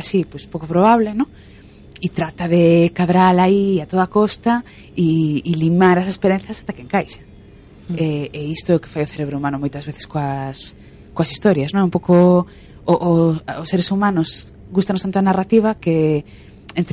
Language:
Galician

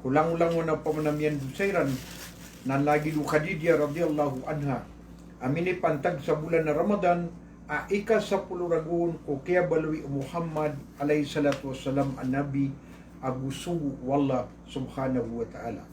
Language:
Maranao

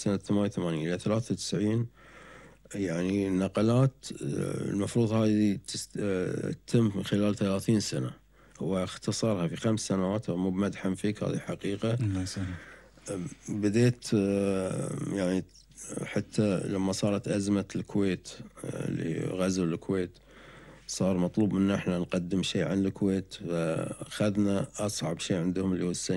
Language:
Gulf Arabic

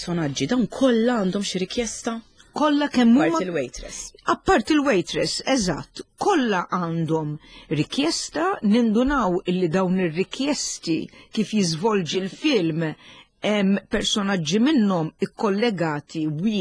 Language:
Maltese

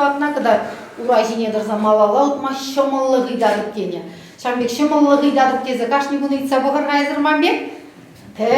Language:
Chuvash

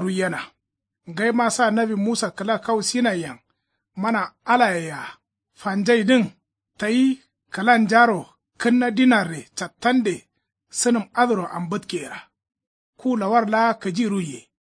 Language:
Kanuri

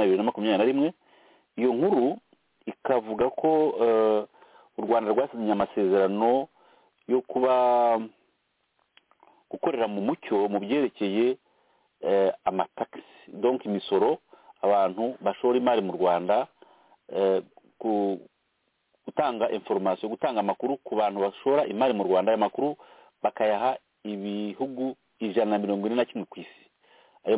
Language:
Kinyarwanda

